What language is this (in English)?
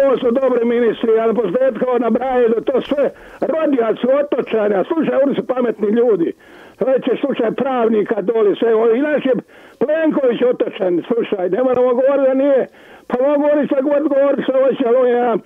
Croatian